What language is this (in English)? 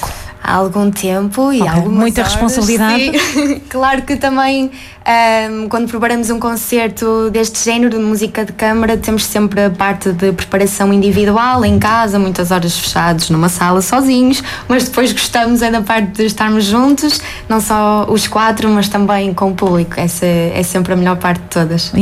Portuguese